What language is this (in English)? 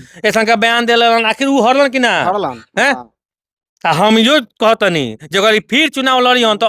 Bhojpuri